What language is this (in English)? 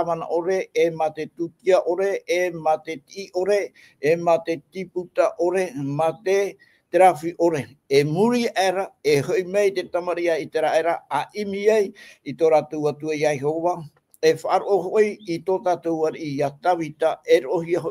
Tahitian